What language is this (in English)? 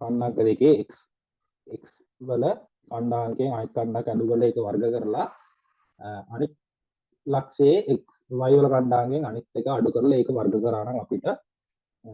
Sinhala